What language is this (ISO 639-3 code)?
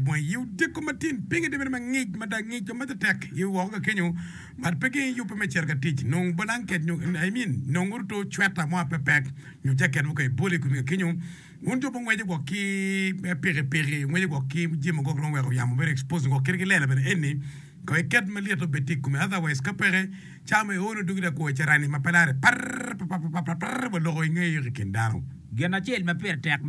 ach